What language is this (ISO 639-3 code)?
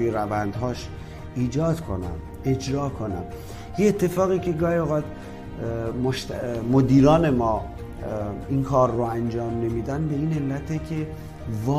fas